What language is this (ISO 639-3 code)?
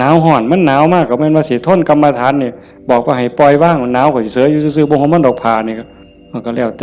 tts